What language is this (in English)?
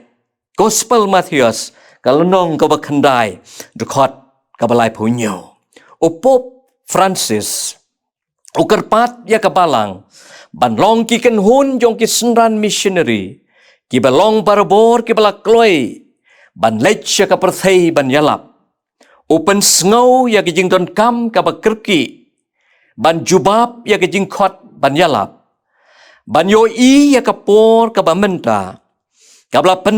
Khasi